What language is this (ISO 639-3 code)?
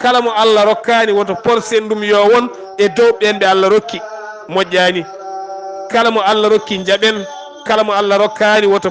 ful